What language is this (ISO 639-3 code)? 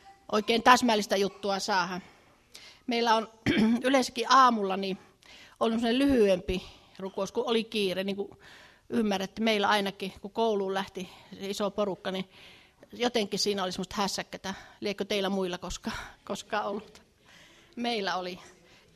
fin